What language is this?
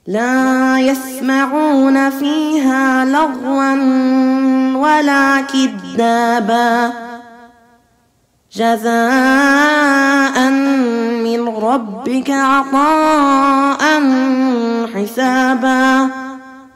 Arabic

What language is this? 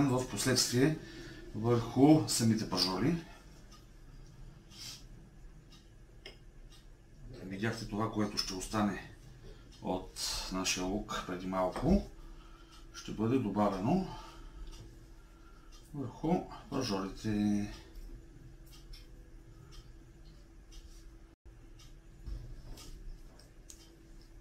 Bulgarian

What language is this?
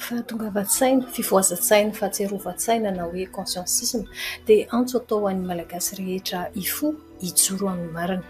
Malagasy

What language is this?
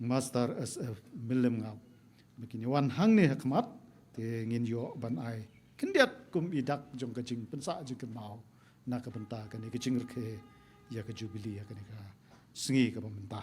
Khasi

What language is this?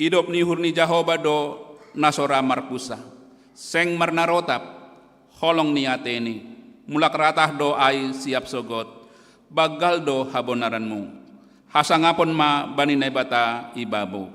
Batak Simalungun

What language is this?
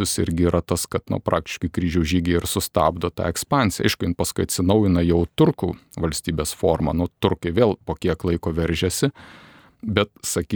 Lithuanian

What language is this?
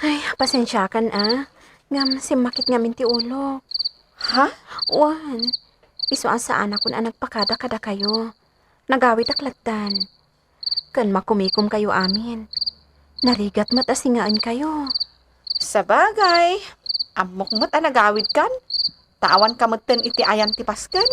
Iloko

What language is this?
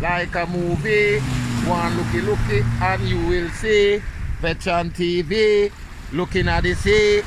Jamaican Creole English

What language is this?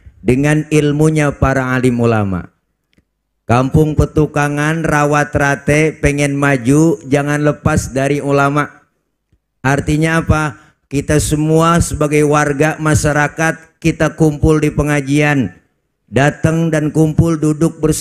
Betawi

